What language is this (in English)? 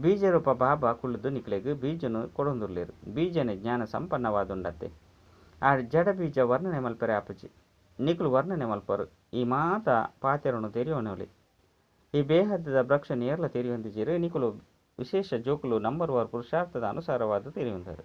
Tulu